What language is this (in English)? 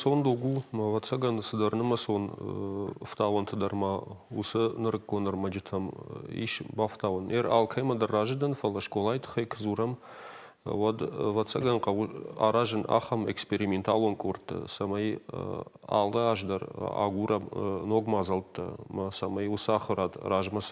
Ossetic